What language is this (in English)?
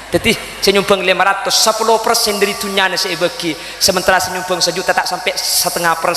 Madurese